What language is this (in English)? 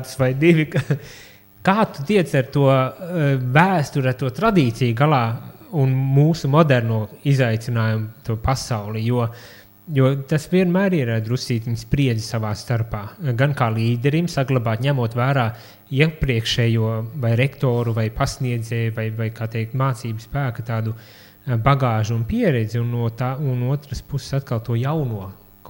Latvian